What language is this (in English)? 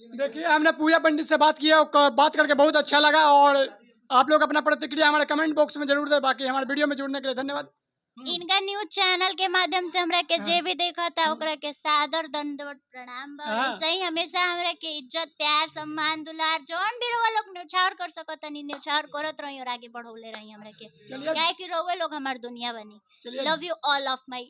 Bhojpuri